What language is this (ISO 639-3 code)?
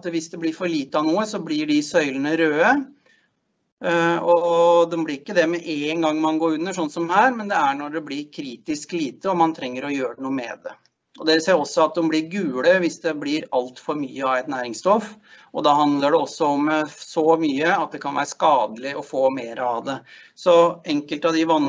nor